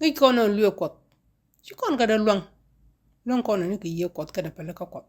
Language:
Nuer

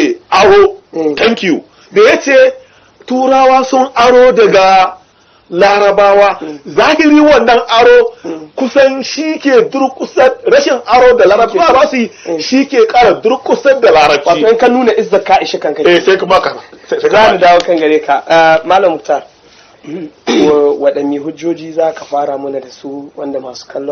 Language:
Hausa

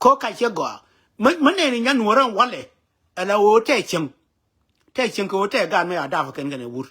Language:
Nuer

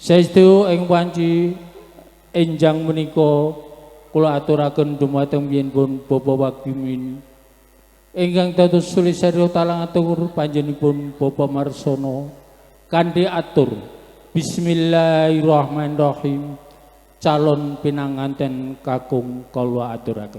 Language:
Javanese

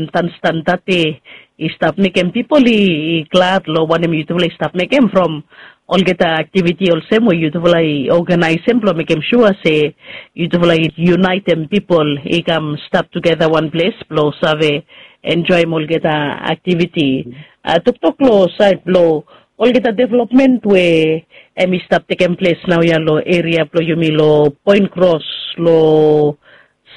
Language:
Bislama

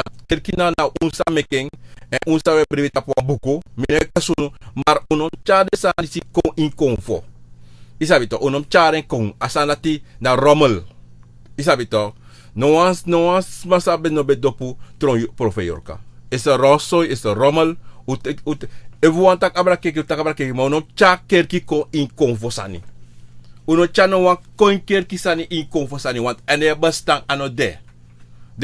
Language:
Sranan Tongo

